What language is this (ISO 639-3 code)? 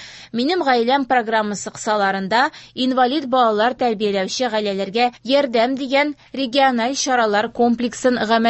tat